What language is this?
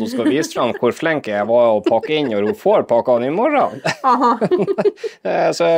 Norwegian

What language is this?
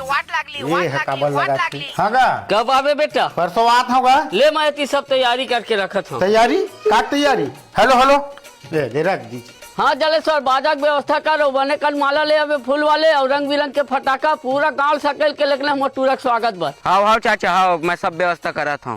Chhattisgarhi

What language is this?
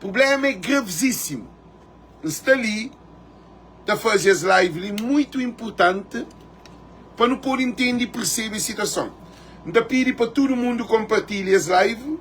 Kabuverdianu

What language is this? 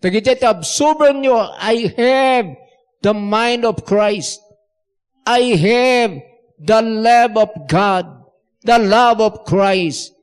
Iloko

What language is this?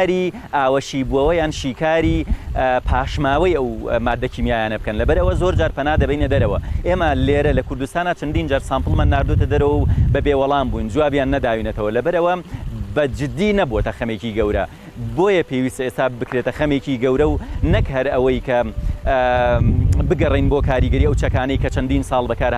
Central Kurdish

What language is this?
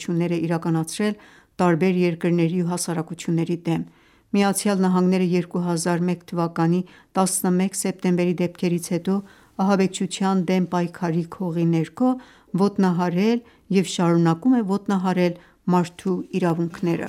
Armenian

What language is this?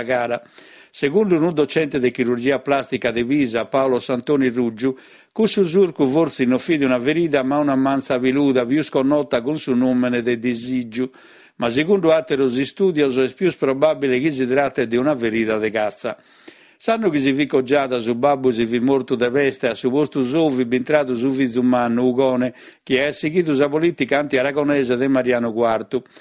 Sardinian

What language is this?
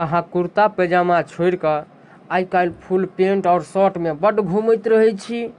Maithili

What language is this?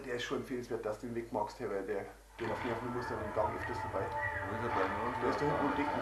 Bavarian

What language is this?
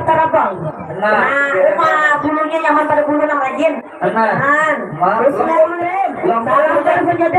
Banjar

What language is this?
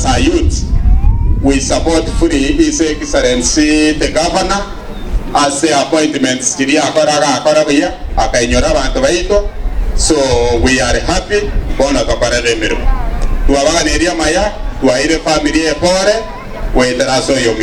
Gusii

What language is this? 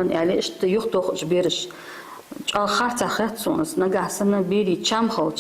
Ingush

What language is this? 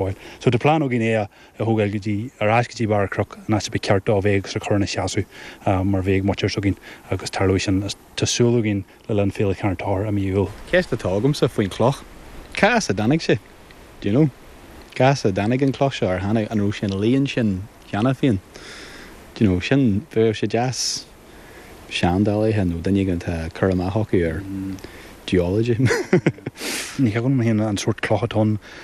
Irish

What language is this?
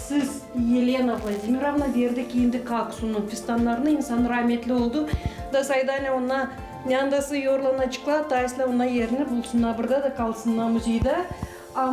Gagauz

